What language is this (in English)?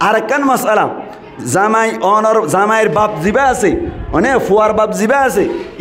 Rohingya